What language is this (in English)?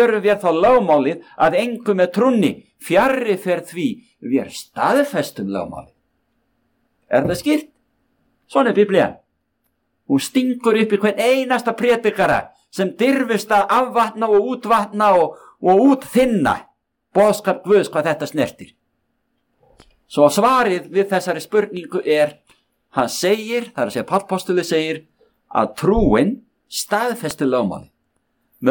Icelandic